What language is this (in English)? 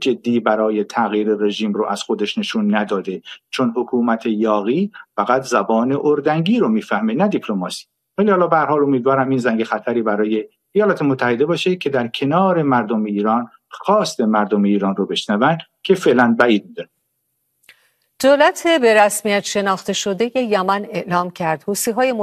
Persian